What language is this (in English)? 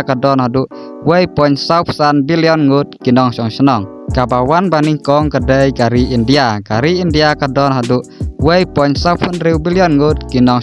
Khasi